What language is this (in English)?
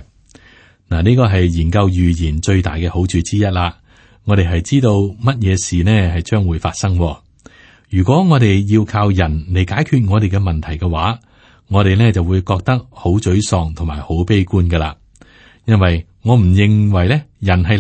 Cantonese